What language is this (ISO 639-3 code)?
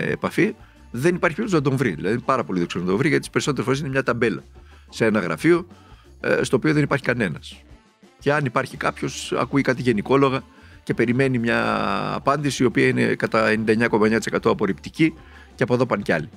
ell